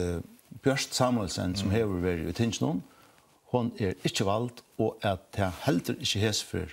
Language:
Faroese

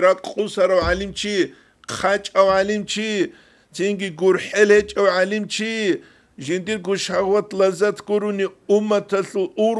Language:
Avaric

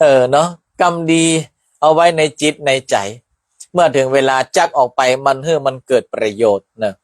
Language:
Northern Thai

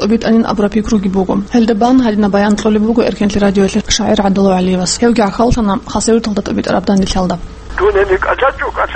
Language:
Avaric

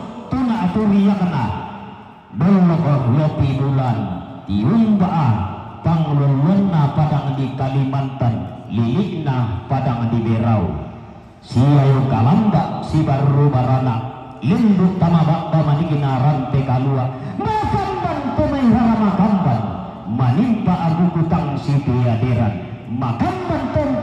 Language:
Toraja-Sa'dan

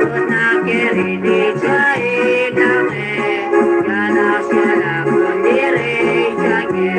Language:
Kekchí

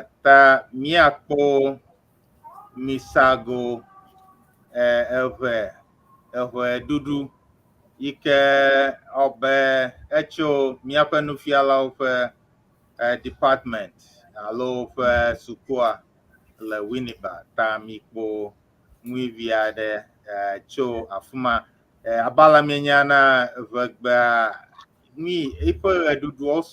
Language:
Ewe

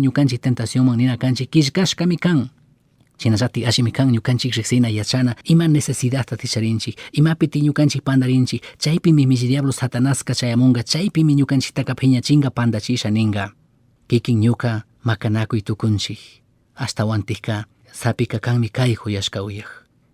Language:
Chimborazo Highland Quichua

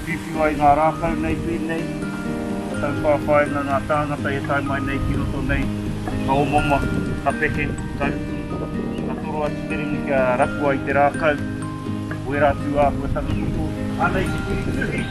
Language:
Māori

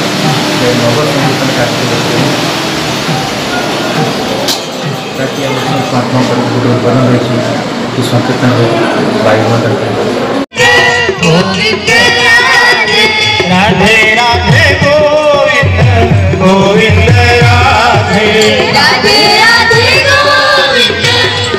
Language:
Odia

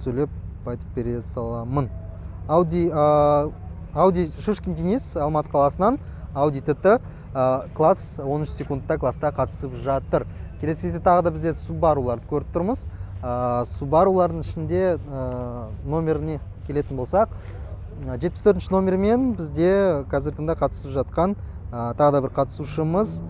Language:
Kazakh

